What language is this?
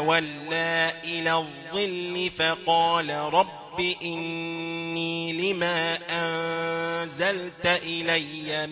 Arabic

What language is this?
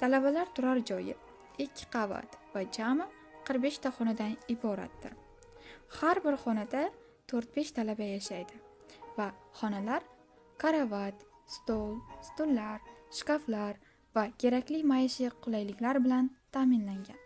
Uzbek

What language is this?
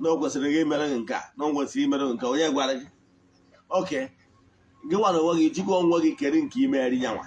Igbo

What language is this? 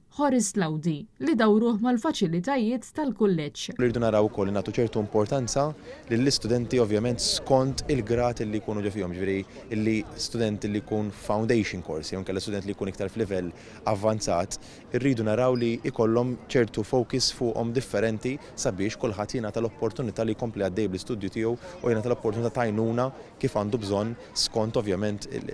Maltese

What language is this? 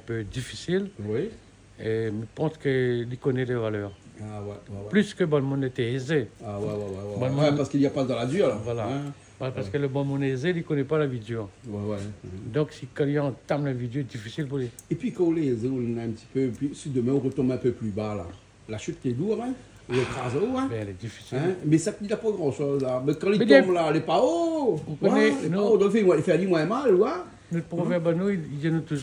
Réunion Creole French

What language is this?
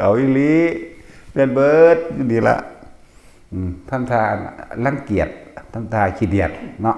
Northeastern Thai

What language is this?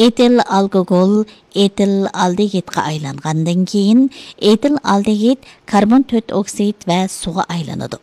Uyghur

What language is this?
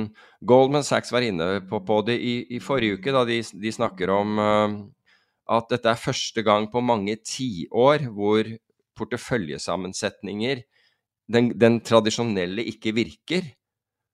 Norwegian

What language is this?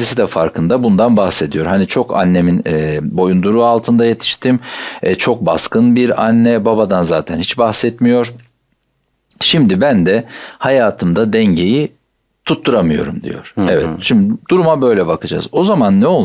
Turkish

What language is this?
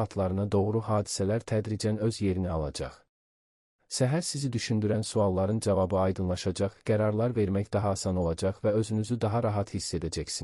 Azerbaijani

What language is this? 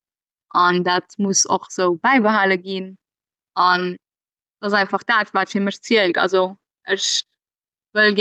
Luxembourgish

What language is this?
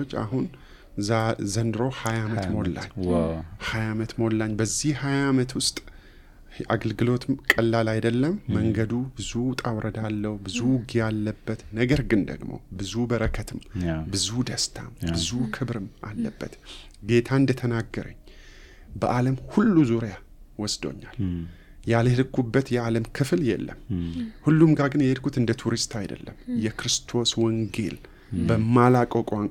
Amharic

